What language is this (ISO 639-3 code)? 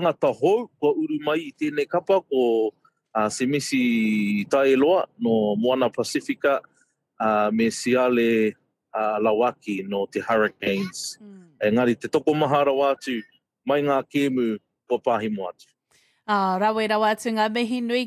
mri